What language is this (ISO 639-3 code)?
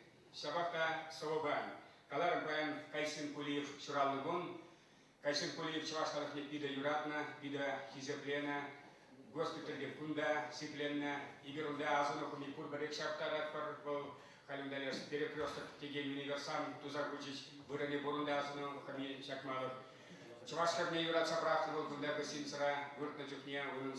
chv